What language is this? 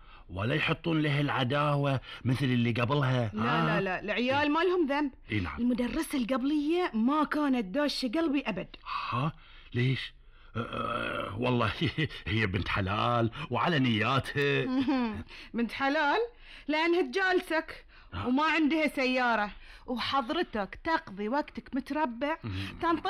Gulf Arabic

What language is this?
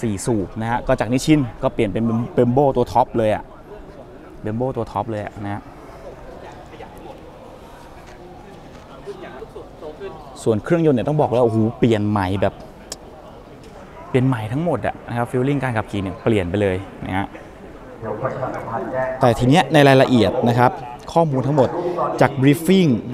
Thai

